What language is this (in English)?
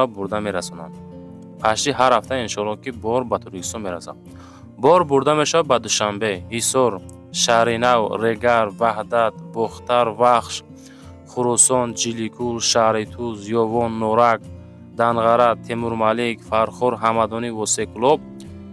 Tajik